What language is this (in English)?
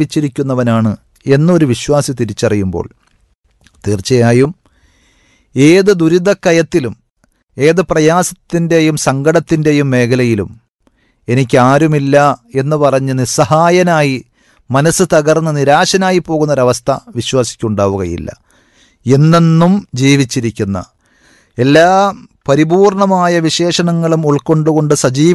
Malayalam